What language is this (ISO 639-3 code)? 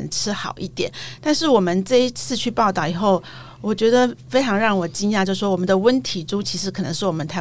zho